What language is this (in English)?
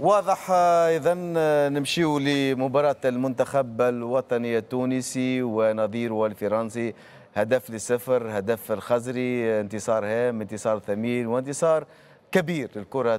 Tunisian Arabic